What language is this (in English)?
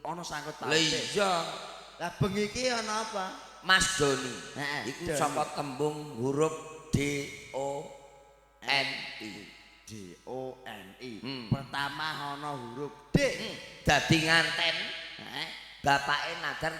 Javanese